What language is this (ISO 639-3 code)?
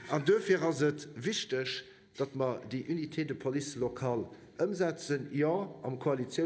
ltz